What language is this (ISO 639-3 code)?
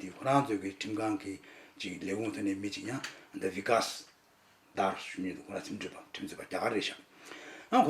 bod